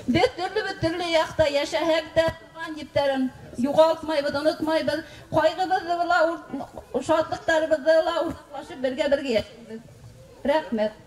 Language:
Bashkir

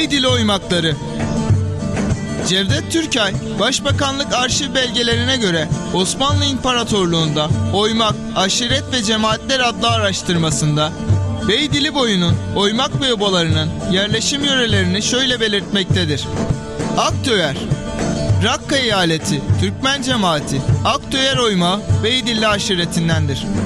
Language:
Turkish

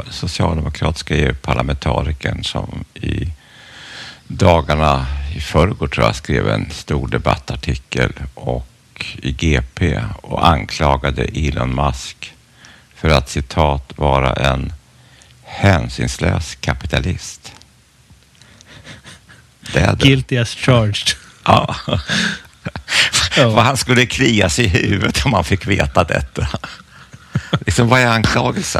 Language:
Swedish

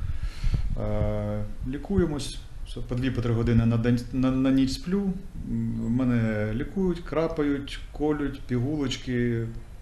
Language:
Ukrainian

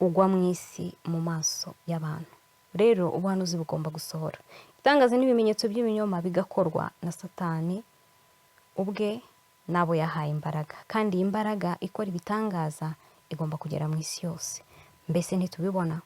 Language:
Kinyarwanda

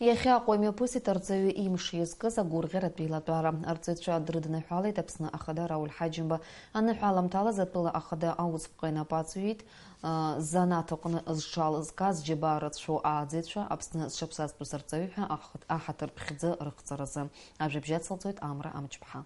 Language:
Abkhazian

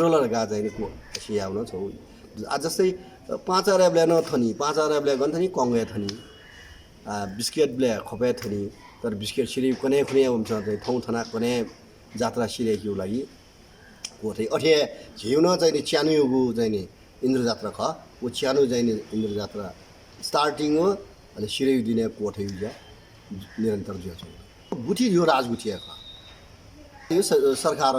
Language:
Newari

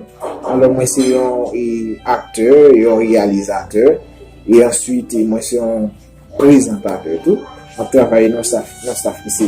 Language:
Haitian Creole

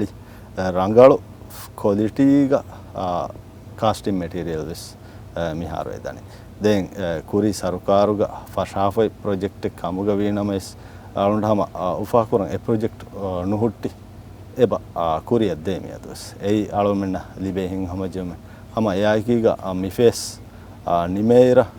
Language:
Divehi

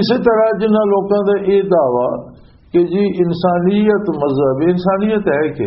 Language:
Western Panjabi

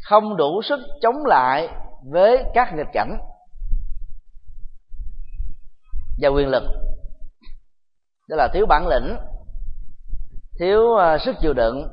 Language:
Vietnamese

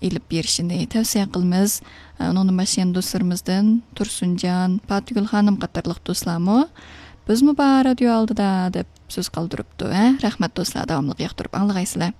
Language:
Uyghur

